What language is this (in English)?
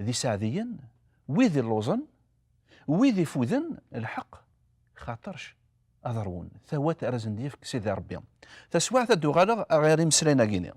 Kabyle